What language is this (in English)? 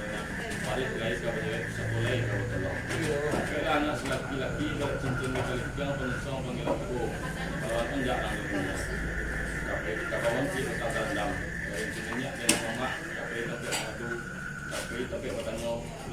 Minangkabau